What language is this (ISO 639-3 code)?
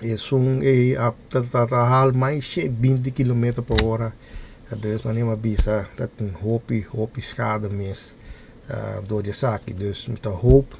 pap